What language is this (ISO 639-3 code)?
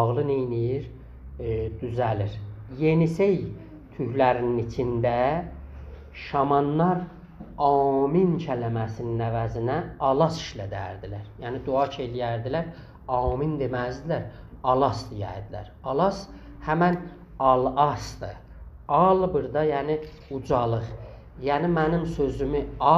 azb